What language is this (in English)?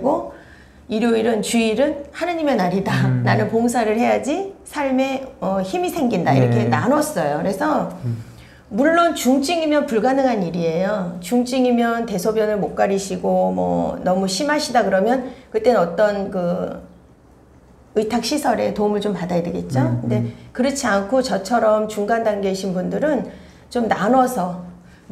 Korean